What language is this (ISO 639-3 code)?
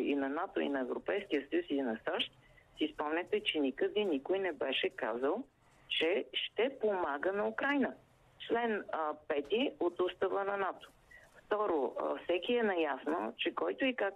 bul